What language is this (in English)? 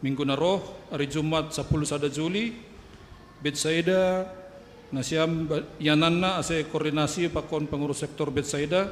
Batak Simalungun